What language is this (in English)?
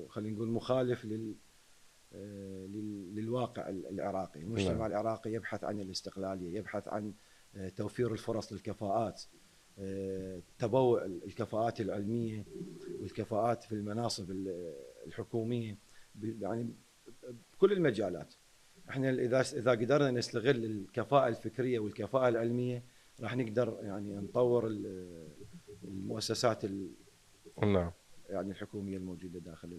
Mesopotamian Arabic